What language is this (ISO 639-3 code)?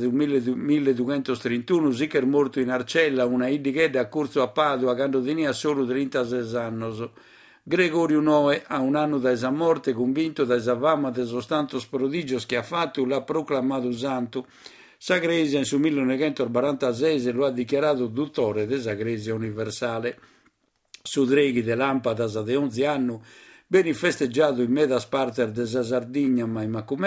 srd